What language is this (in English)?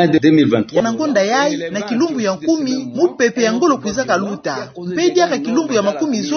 Kituba (Democratic Republic of Congo)